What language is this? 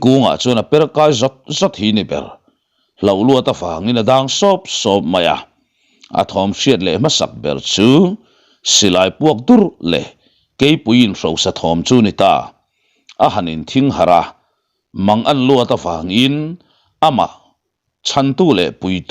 Mizo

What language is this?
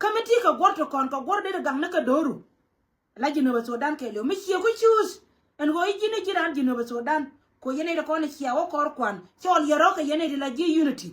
Nuer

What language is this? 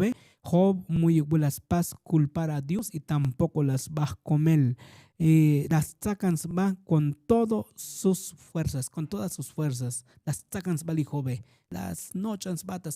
Tzotzil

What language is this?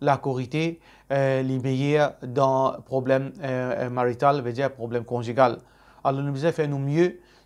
Morisyen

